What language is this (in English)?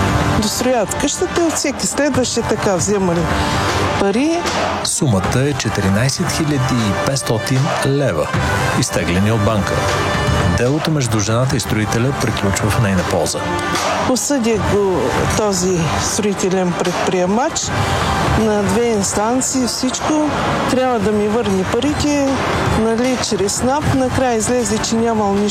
Bulgarian